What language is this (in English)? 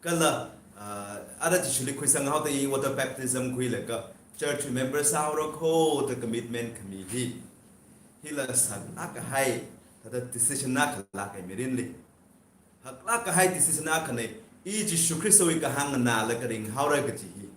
Tangkhul Naga (India)